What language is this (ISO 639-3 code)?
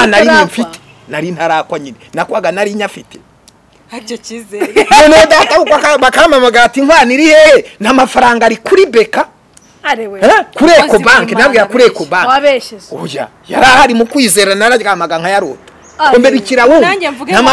kin